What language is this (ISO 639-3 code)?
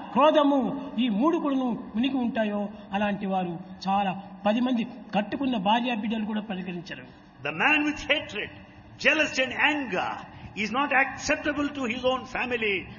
tel